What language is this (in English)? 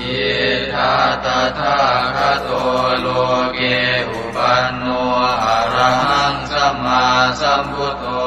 Pali